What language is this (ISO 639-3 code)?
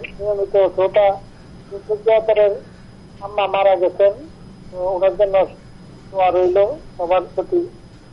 ben